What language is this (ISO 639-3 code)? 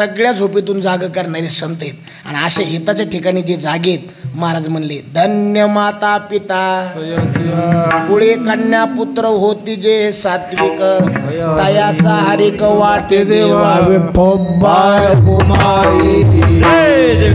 mar